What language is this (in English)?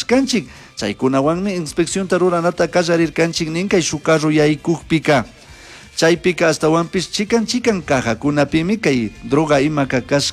Chimborazo Highland Quichua